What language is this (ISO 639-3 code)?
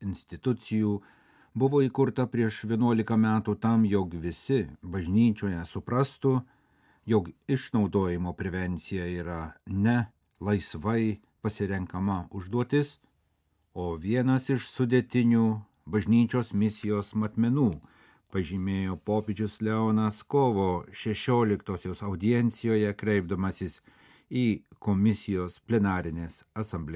lit